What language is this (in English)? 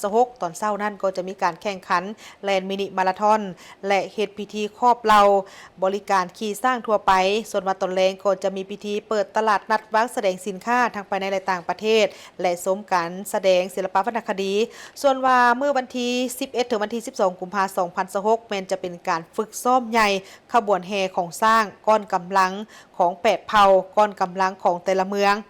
Lao